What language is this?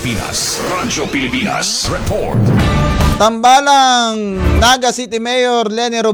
Filipino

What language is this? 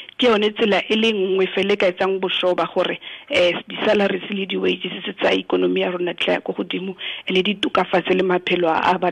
Tswana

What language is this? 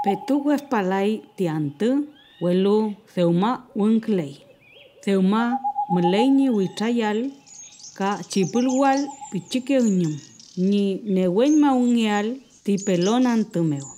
Mapuche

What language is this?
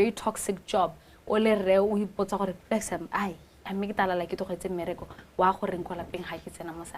Tswana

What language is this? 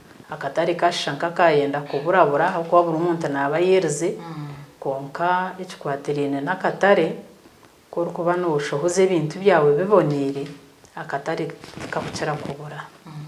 Nyankole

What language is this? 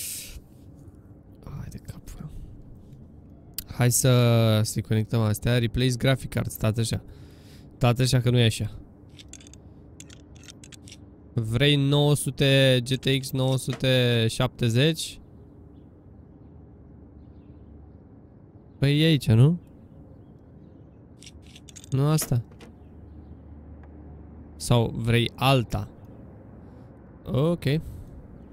Romanian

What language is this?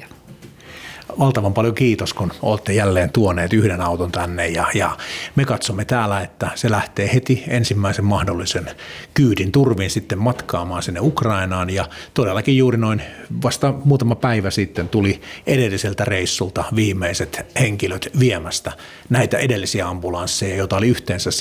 Finnish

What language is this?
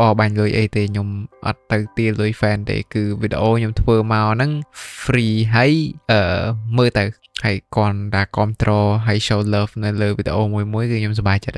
Khmer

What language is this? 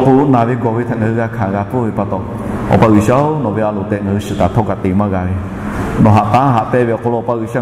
Lahu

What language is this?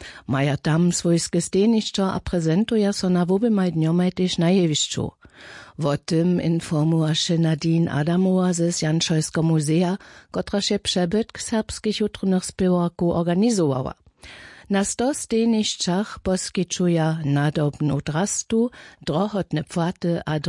Upper Sorbian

